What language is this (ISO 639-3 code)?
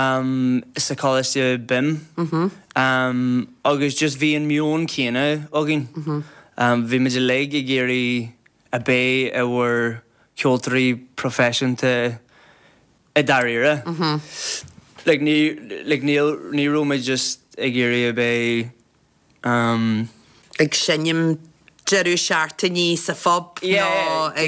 gle